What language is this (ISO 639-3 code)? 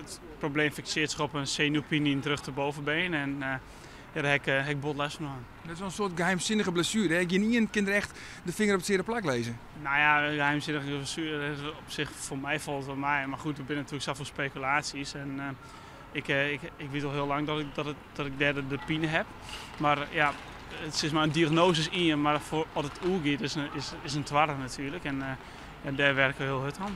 fry